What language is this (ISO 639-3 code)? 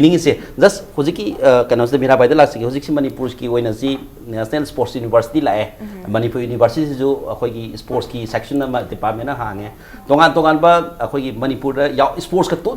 mni